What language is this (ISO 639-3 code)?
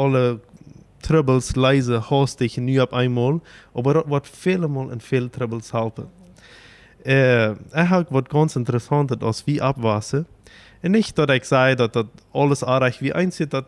pdt